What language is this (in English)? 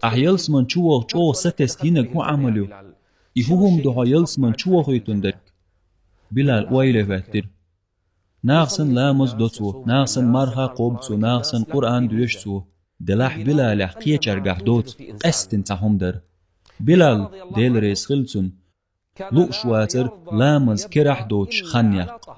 Chechen